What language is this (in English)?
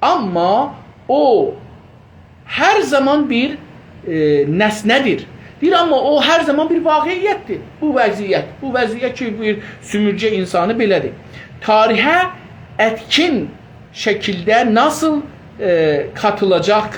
South Azerbaijani